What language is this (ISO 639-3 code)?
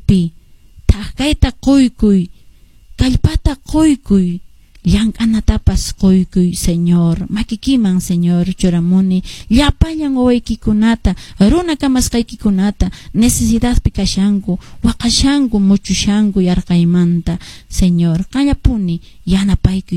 que